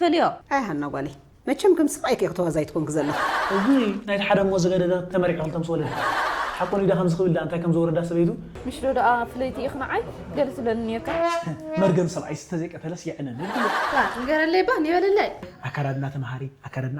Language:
Tigrinya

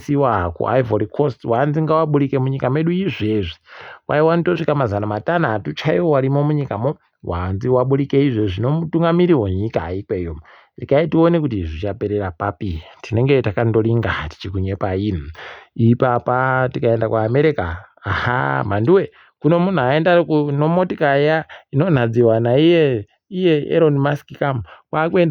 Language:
Ndau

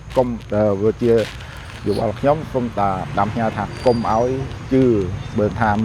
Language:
Khmer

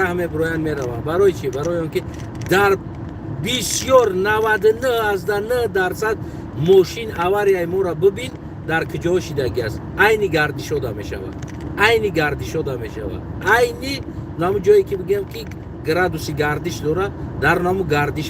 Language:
Tajik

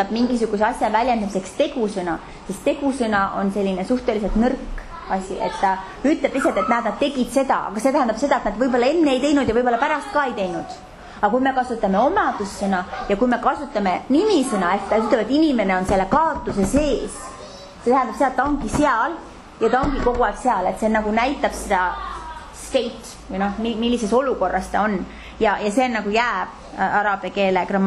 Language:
Estonian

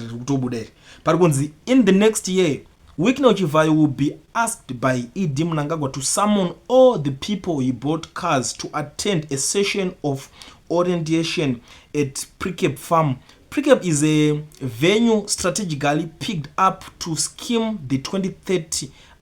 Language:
Shona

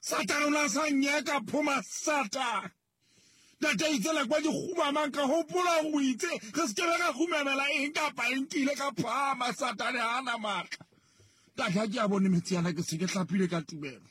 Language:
Southern Sotho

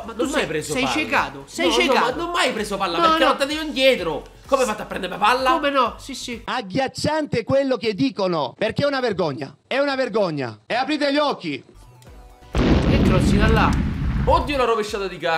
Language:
Italian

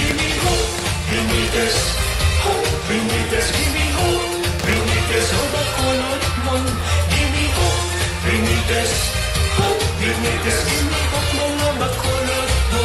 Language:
Hiligaynon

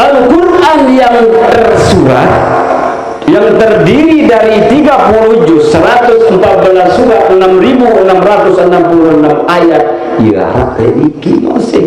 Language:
Sasak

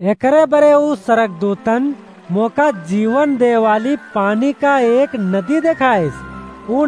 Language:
Awadhi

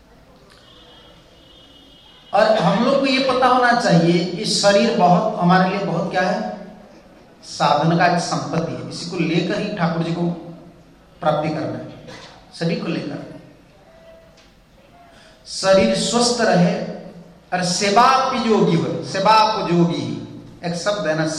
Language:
Hindi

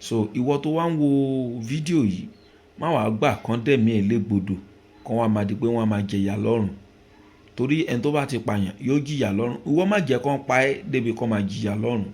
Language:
Yoruba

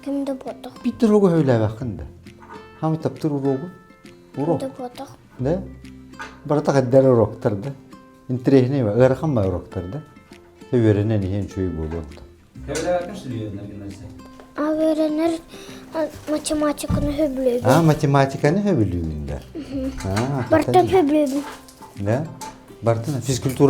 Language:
Yakut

